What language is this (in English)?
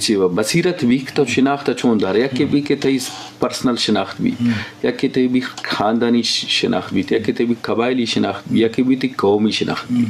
Eastern Balochi